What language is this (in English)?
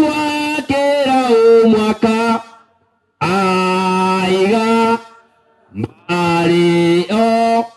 Gusii